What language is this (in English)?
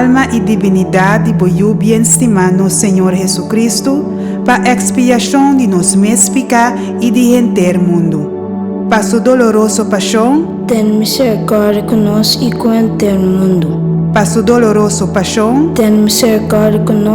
Papiamento